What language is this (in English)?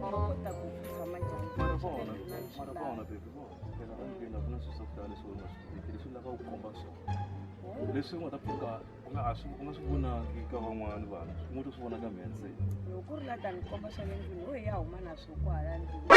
Tsonga